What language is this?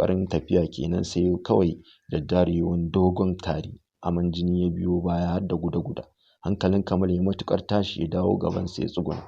Hausa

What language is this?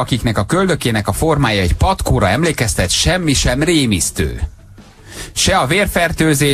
Hungarian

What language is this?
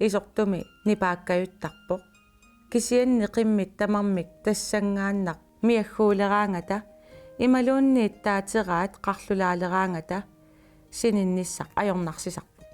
Kalaallisut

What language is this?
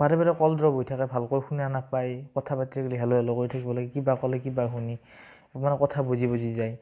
Assamese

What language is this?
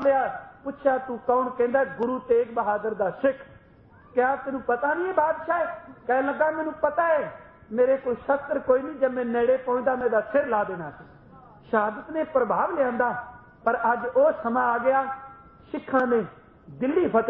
Punjabi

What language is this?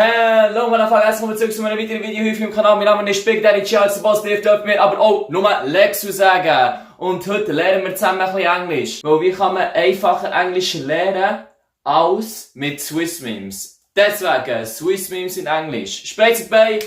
Swiss German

